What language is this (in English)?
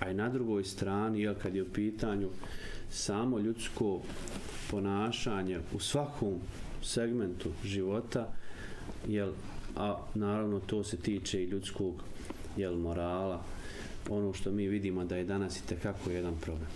Bosnian